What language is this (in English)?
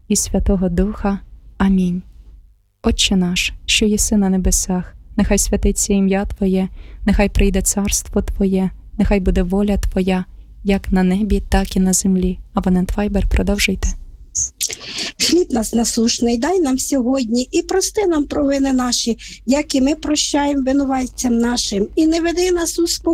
Ukrainian